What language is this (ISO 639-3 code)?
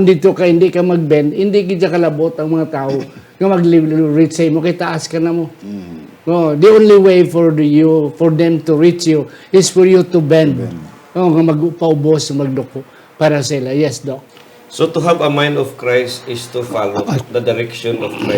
hil